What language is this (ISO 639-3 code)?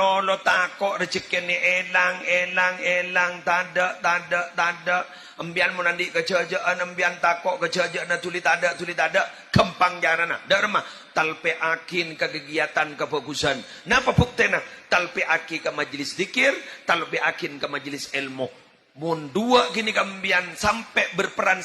mad